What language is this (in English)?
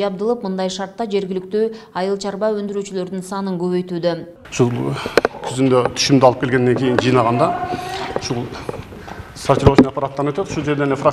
Kyrgyz